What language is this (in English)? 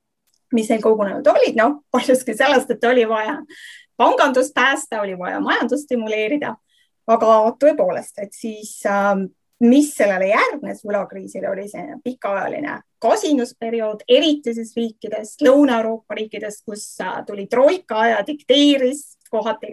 Estonian